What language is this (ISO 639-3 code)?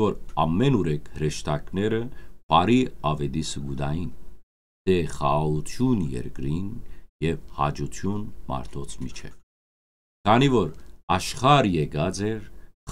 hyw